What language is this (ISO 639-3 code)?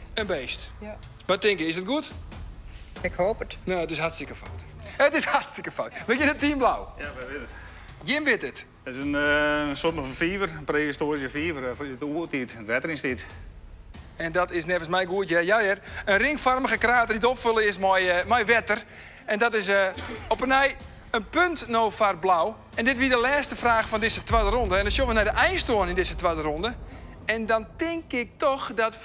fry